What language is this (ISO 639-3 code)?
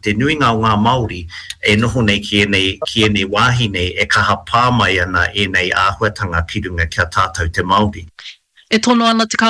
mri